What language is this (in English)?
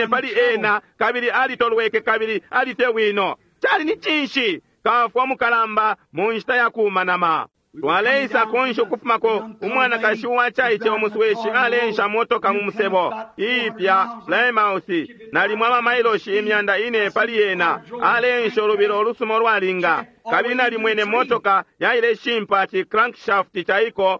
Bemba